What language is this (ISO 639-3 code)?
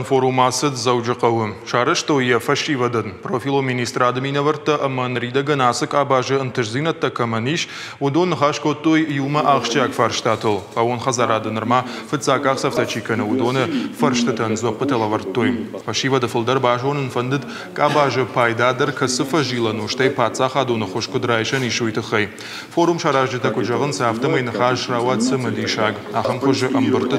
oss